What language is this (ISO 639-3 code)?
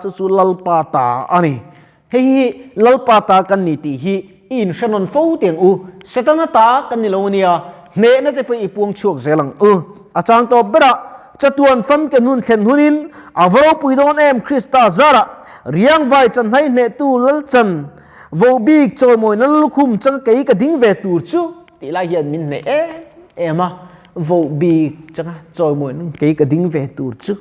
lus